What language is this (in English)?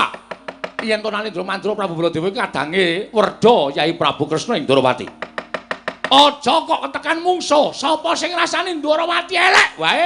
Javanese